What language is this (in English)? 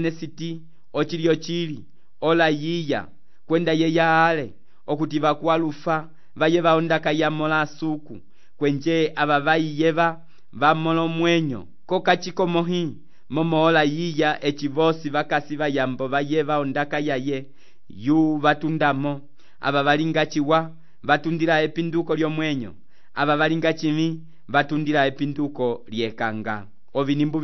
Umbundu